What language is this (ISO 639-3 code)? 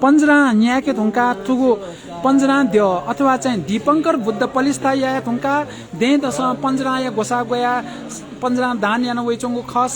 new